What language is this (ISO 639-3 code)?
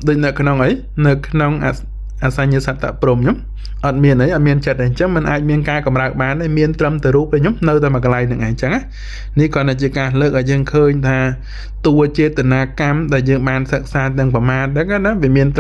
khm